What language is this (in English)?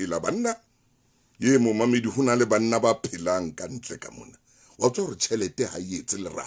Southern Sotho